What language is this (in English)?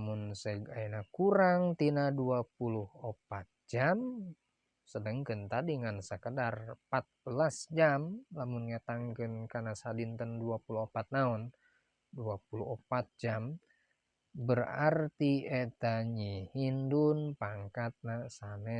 Sundanese